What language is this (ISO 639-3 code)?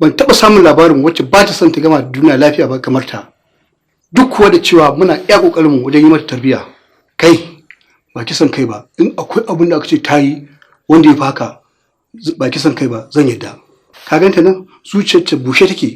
hau